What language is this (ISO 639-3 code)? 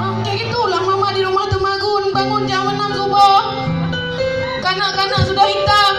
ace